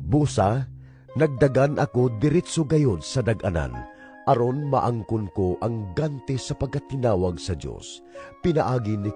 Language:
Cebuano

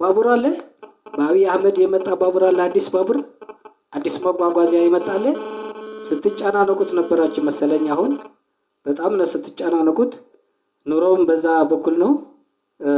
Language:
Amharic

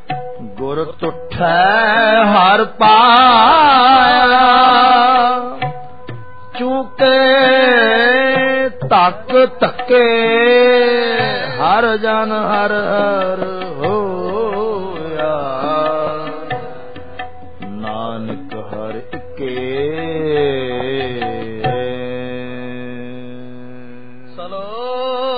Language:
Punjabi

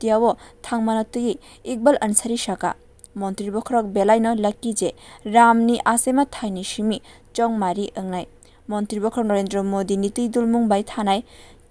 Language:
Kok Borok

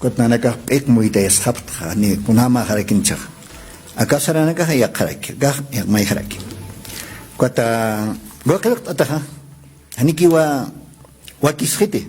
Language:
Aymara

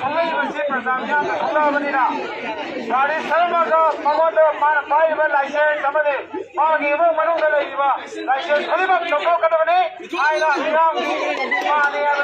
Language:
Manipuri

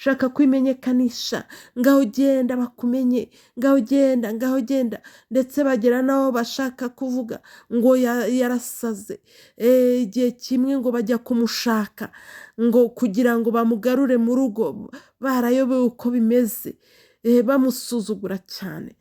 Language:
Kinyarwanda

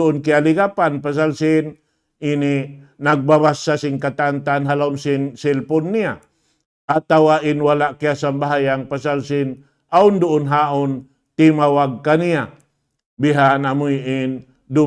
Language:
Tausug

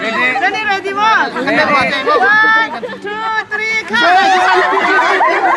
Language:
Hakha Chin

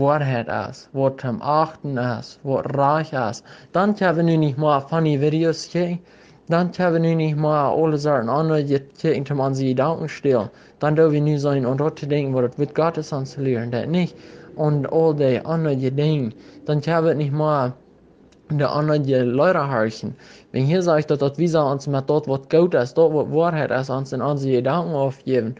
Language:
Plautdietsch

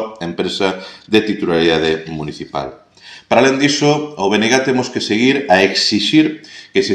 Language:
Galician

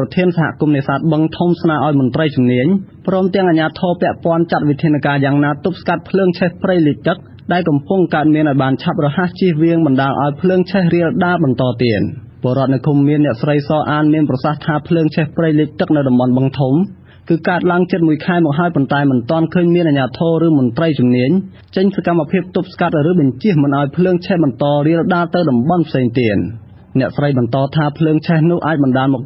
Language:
Khmer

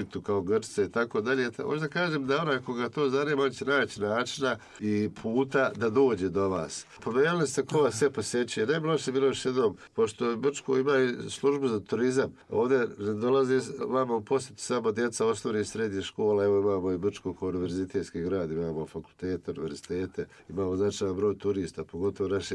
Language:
Bosnian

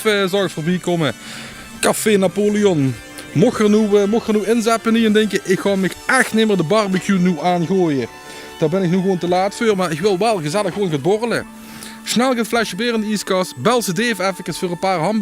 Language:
Limburgish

